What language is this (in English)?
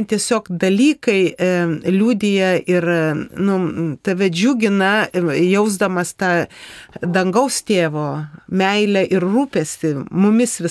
Lithuanian